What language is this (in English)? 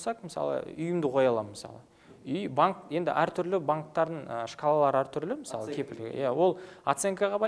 Kazakh